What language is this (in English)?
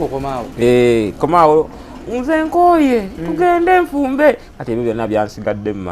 Ganda